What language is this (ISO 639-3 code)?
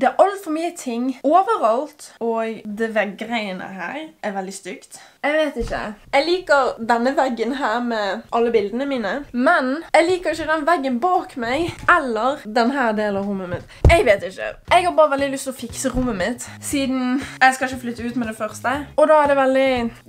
nor